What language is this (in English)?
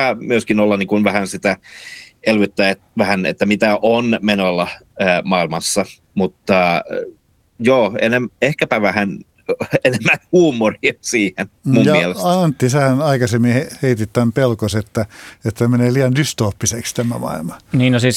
Finnish